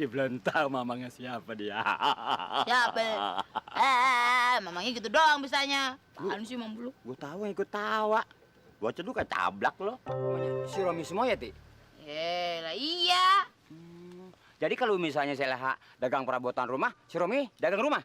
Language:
Betawi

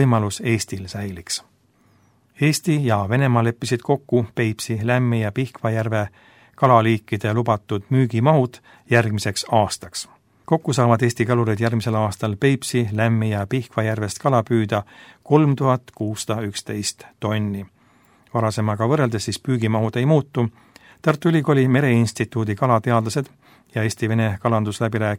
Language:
Estonian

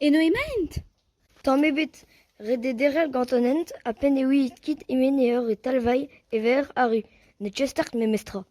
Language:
Breton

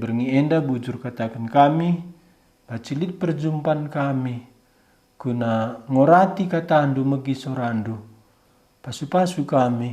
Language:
Batak Karo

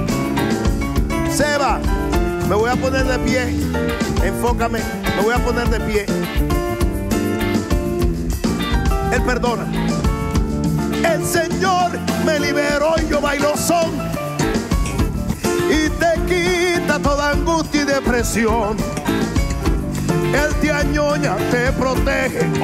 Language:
Spanish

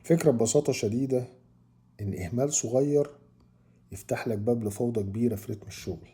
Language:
Egyptian Arabic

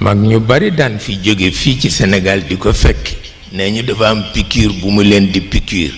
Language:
Wolof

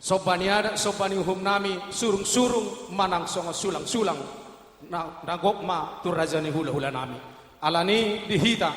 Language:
Batak Toba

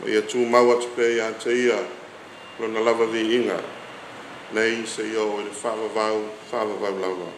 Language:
Samoan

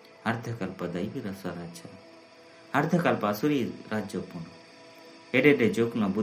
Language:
Tulu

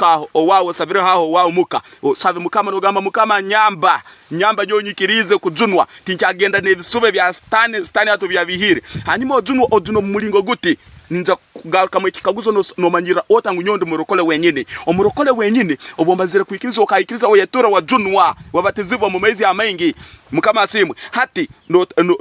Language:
Tooro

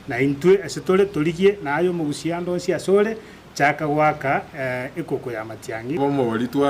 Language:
Gusii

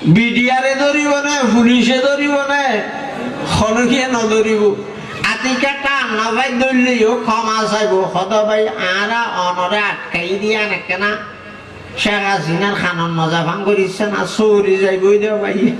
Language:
Rohingya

